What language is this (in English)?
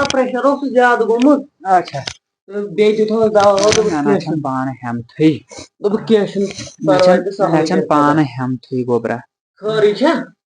Kashmiri